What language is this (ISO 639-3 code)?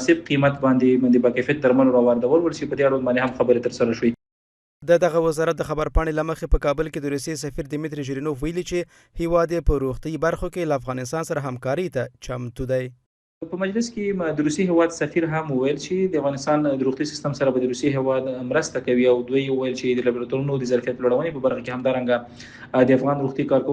pus